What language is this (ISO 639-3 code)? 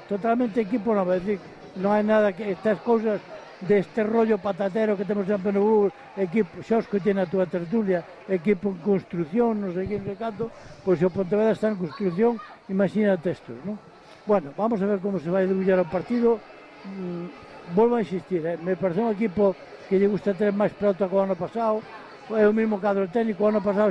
glg